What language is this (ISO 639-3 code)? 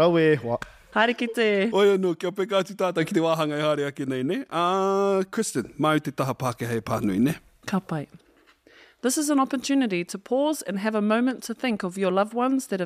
mri